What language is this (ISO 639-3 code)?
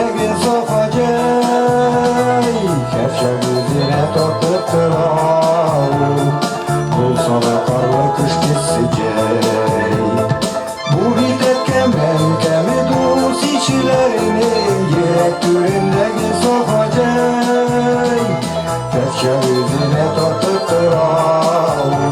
tat